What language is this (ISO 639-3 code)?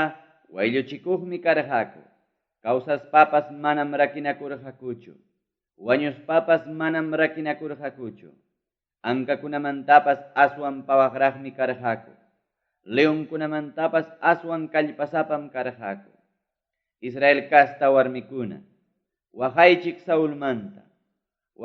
quy